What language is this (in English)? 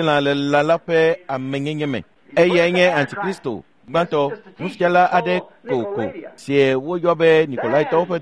Ewe